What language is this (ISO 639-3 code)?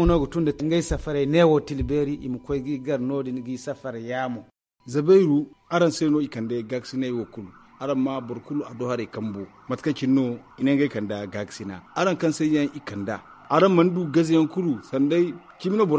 dje